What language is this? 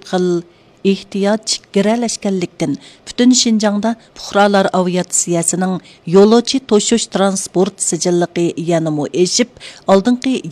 Uyghur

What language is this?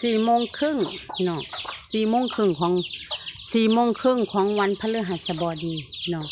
Lao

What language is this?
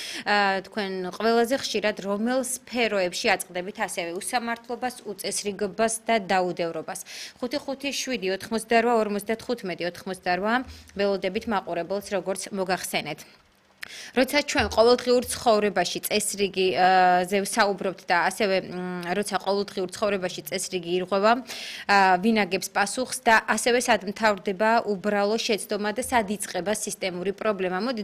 Georgian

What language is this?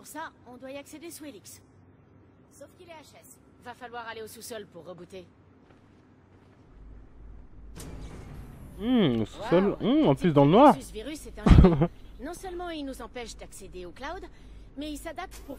French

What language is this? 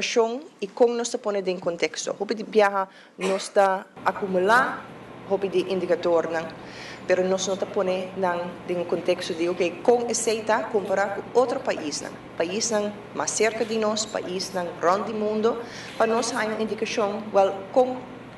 Papiamento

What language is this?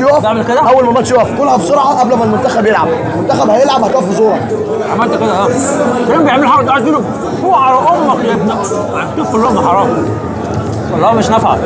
Egyptian Arabic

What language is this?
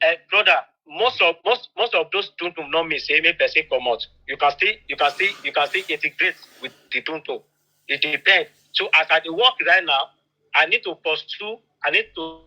Nigerian Pidgin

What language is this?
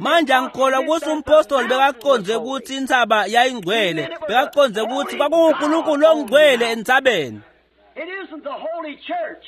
Swati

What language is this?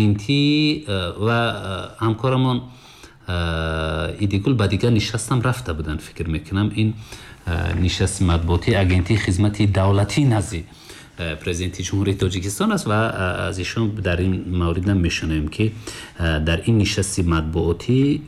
Tajik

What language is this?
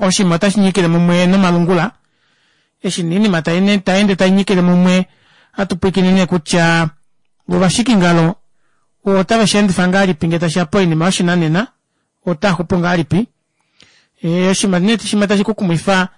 Kuanyama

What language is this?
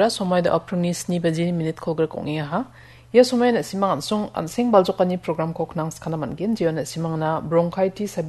Garo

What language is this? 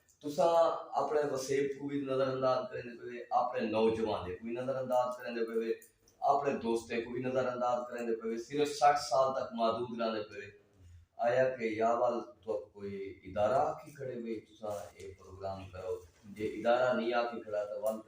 Saraiki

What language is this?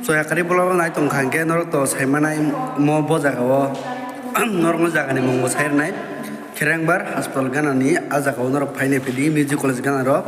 Kok Borok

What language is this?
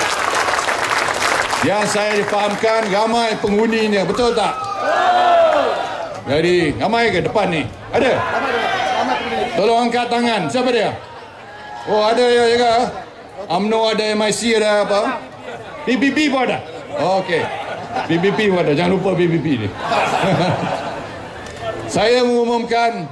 Malay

